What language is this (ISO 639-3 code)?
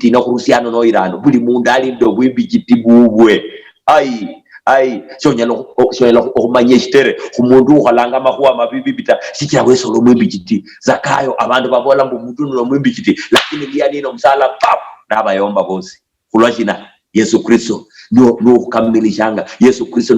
luy